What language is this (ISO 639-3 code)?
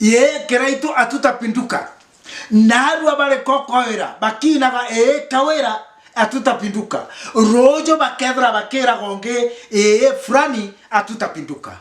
mer